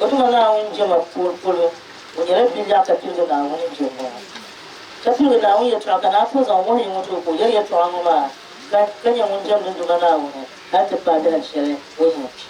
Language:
Dagbani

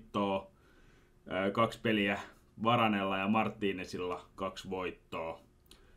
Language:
Finnish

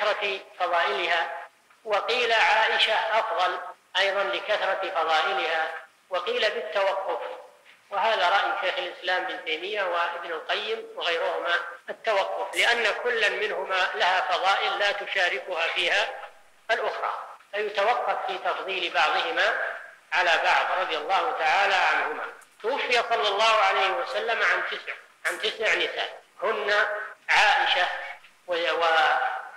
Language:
Arabic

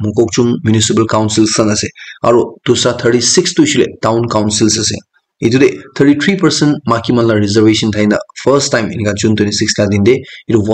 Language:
Naga Pidgin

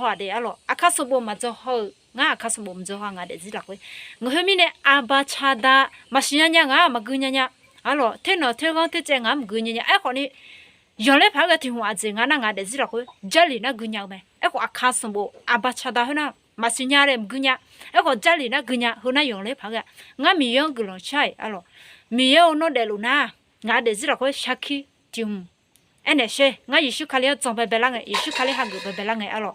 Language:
Akha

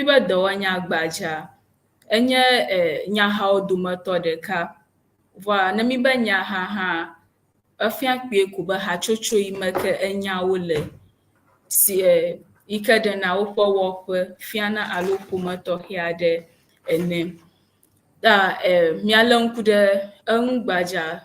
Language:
Ewe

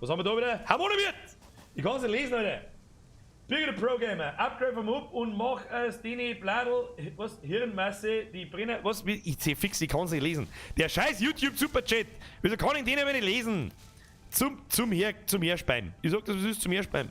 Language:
Bavarian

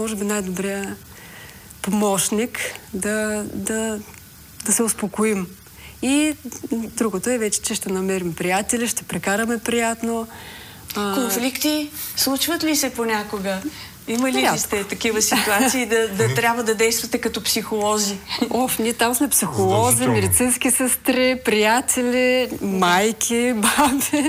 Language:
Bulgarian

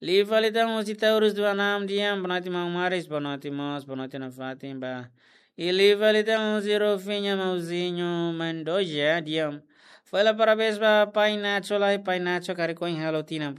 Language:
Tetum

